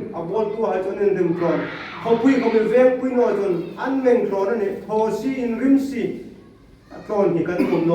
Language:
Hmar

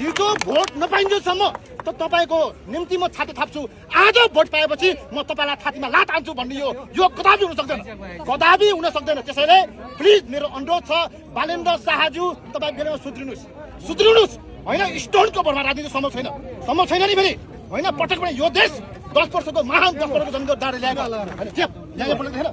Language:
Nepali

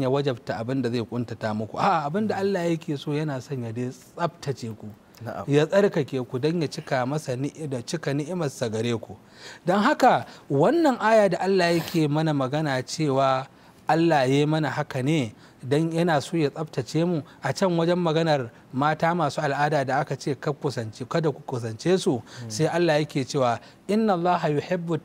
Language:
Hausa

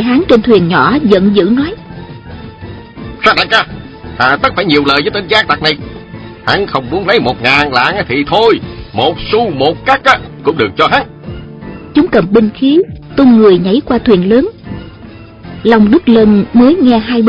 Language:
Vietnamese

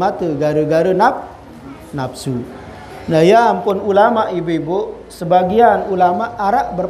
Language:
Sasak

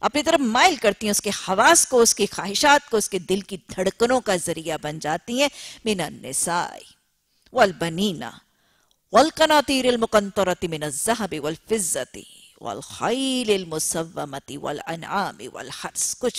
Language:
Urdu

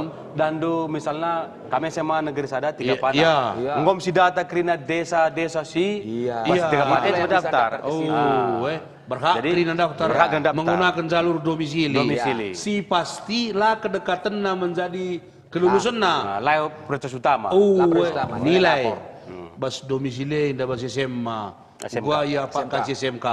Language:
Batak Karo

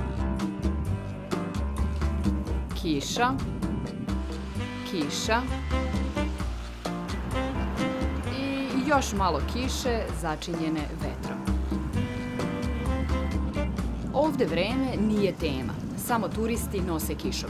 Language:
Serbian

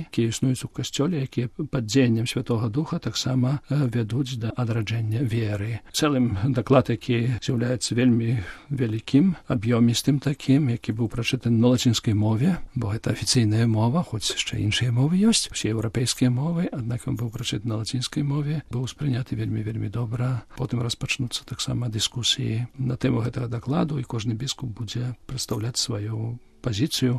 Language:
Belarusian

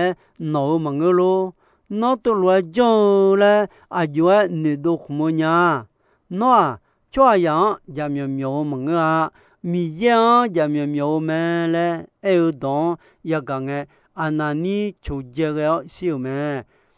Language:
Akha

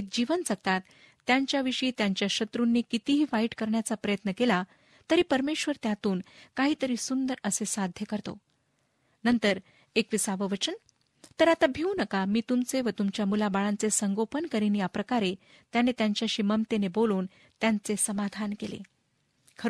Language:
Marathi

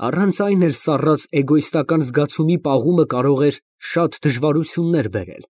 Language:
Armenian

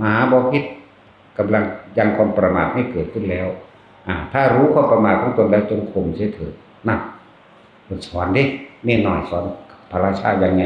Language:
Northeastern Thai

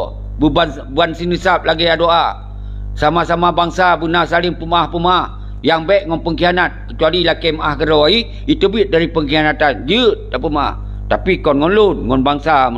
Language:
Achinese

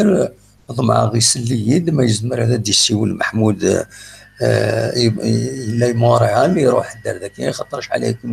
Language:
Kabyle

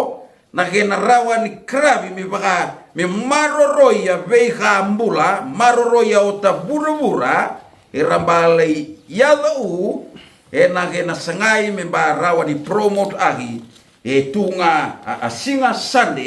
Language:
Fijian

